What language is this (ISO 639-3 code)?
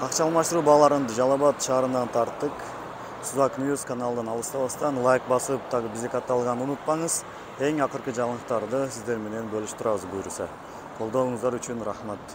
kir